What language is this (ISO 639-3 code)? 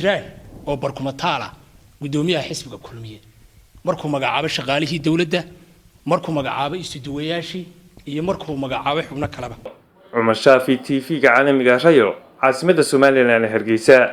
som